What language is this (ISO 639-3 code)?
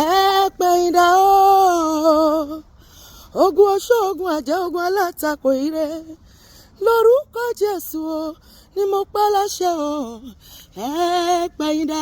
yor